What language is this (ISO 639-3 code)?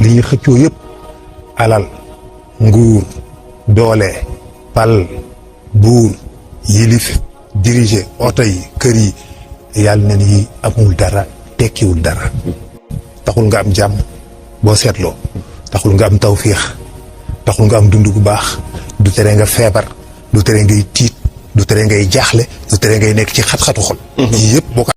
wol